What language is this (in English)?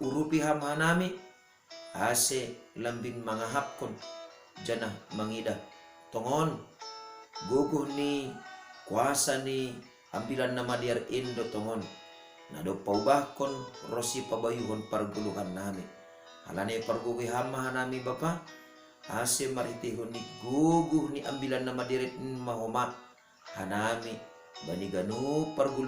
Batak Simalungun